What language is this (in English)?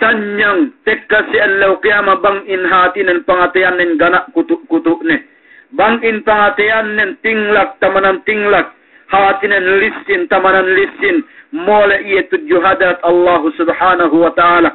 Yakan